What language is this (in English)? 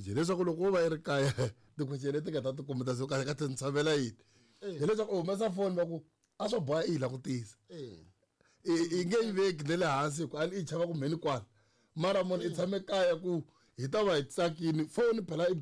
Tsonga